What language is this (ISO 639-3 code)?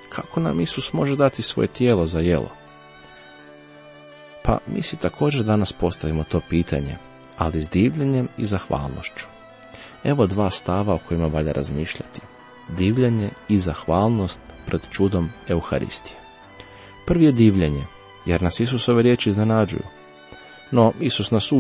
hrv